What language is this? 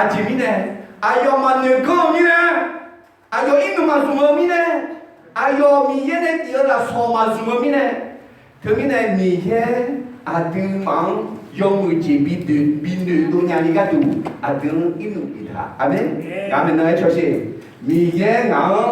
Akha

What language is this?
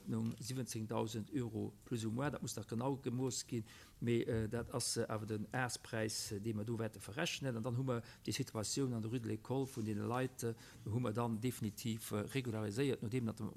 Luxembourgish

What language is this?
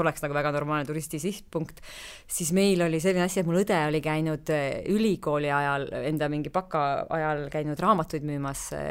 Estonian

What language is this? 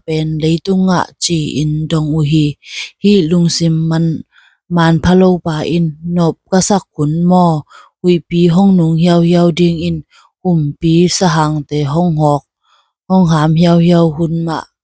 Tedim Chin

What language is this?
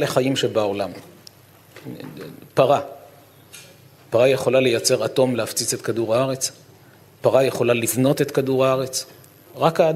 Hebrew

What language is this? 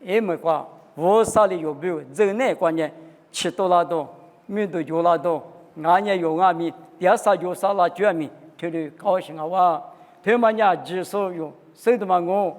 Lisu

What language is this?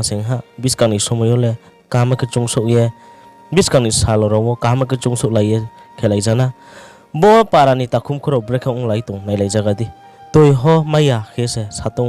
Riang (India)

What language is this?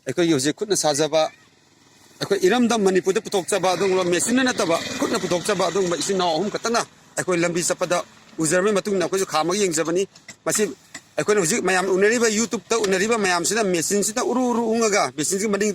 Manipuri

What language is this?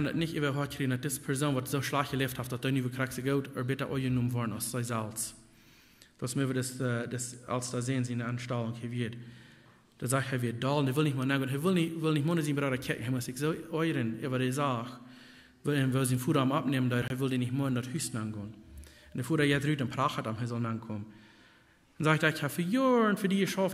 Plautdietsch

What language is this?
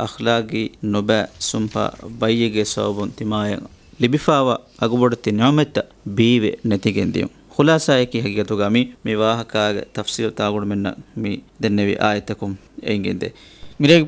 Divehi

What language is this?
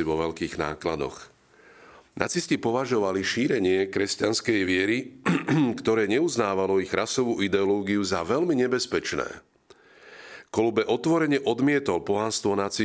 Slovak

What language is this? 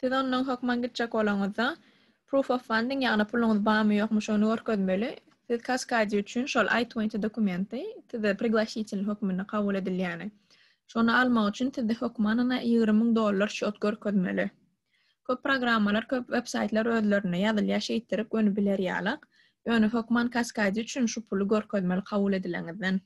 Turkmen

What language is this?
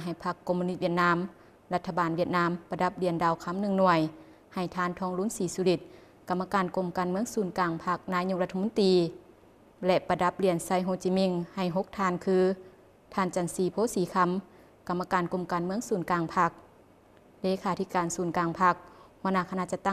Lao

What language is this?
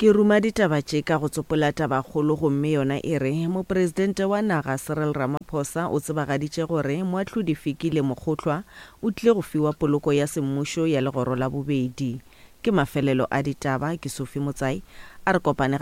Northern Sotho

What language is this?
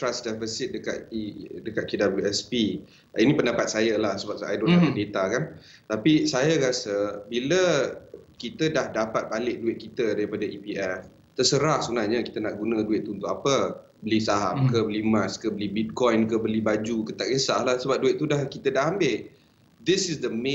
Malay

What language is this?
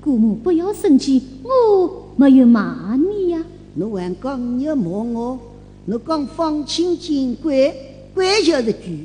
Wu Chinese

